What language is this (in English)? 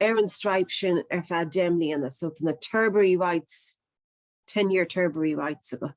Irish